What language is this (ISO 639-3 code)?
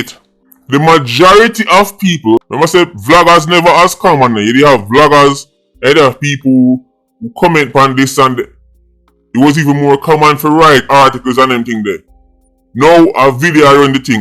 jam